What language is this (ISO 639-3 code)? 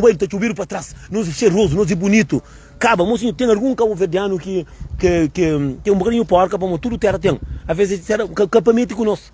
kea